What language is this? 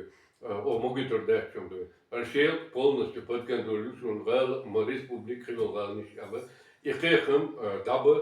Chechen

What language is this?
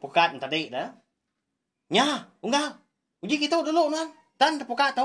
Iban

